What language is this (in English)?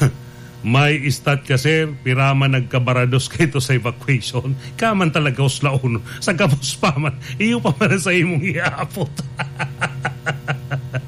Bikol